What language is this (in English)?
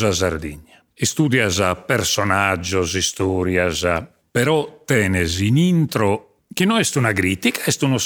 Sardinian